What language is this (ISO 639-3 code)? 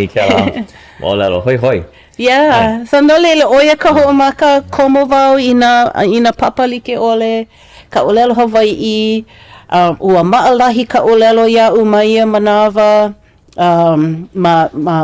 haw